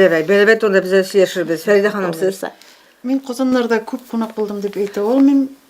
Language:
Tatar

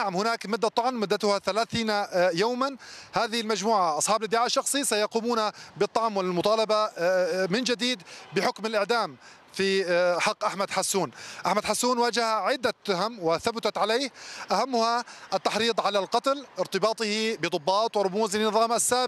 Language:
Arabic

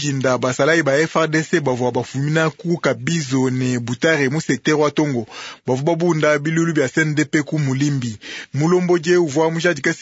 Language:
Luba-Lulua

